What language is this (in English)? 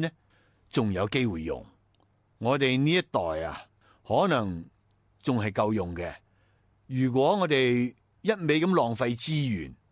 Cantonese